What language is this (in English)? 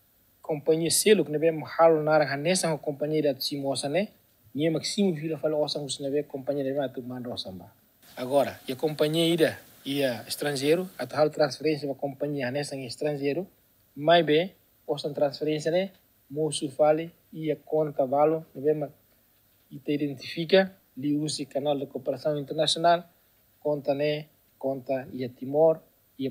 Tetum